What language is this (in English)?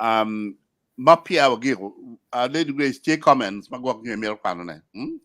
Acoli